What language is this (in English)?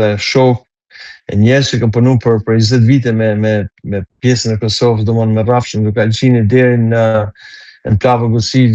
Albanian